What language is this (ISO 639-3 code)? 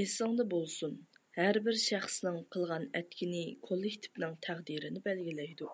uig